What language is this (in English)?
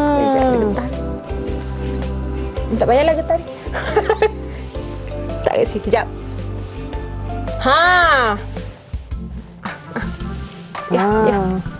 Malay